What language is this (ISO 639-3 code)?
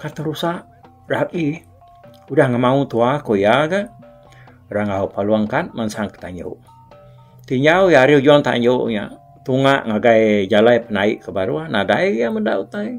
iba